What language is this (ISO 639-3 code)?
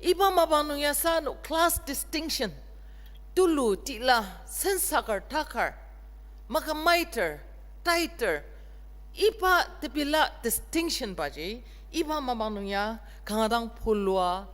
njo